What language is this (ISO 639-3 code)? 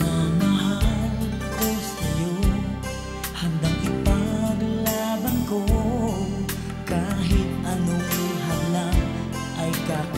fil